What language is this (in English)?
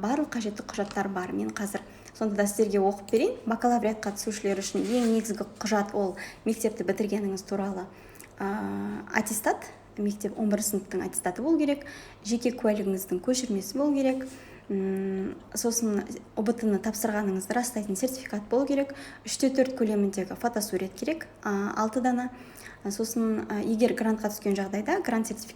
Kazakh